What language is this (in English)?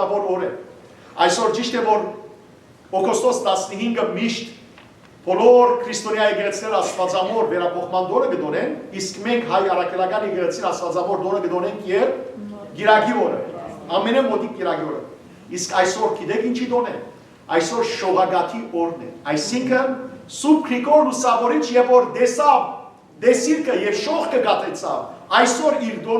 Western Armenian